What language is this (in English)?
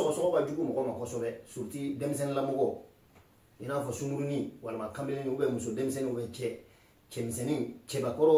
Bambara